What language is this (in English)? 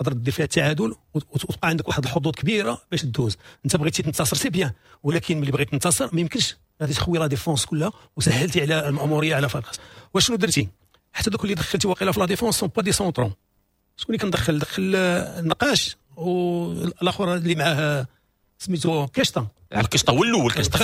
Moroccan Arabic